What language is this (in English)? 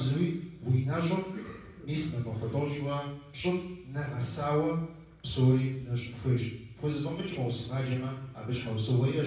Kabardian